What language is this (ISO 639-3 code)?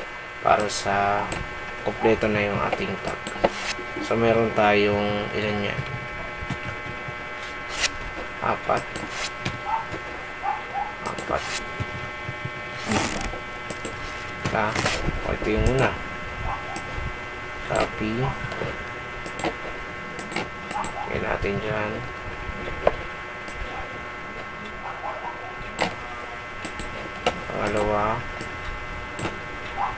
fil